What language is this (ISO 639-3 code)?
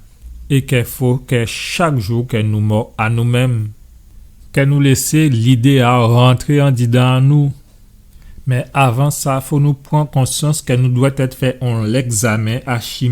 gcf